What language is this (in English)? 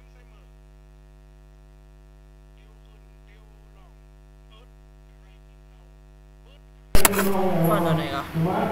Thai